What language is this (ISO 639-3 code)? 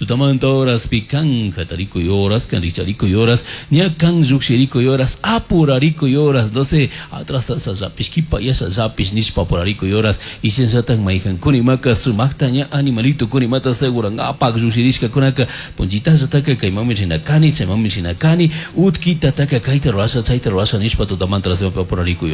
qug